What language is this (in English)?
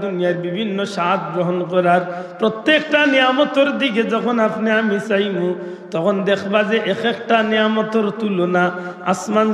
Sylheti